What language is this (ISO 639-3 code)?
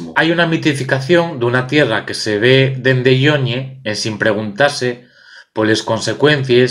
ast